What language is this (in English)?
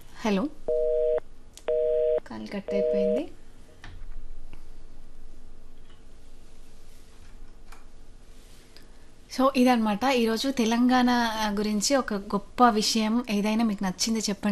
Telugu